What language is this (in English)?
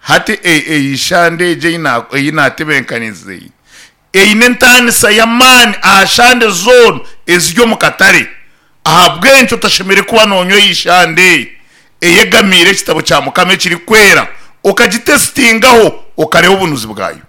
Nyankole